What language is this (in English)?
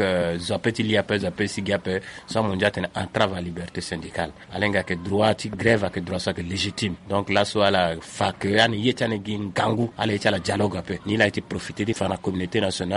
Sango